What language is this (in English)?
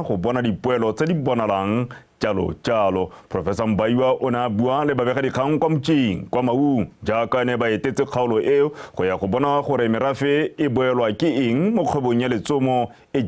Tswana